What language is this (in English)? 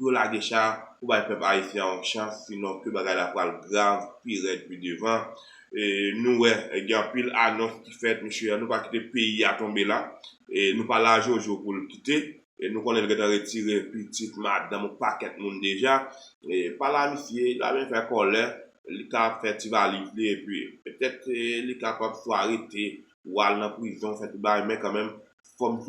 Haitian Creole